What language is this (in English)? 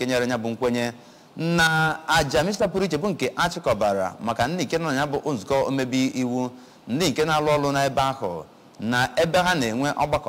Igbo